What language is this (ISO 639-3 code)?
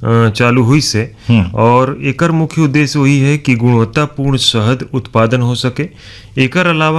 bho